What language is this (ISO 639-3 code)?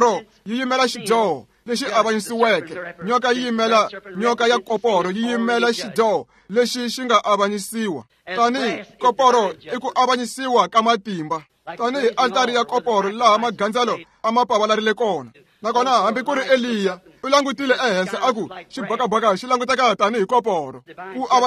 tso